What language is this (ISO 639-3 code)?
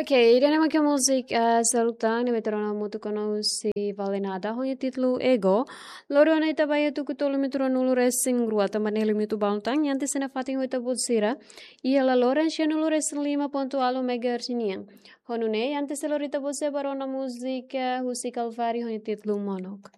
tet